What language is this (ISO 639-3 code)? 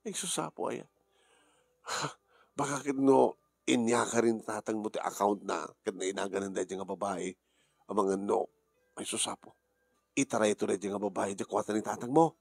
ilo